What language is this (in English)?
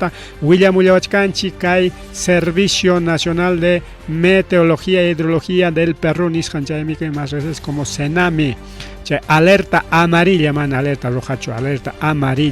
Ayacucho Quechua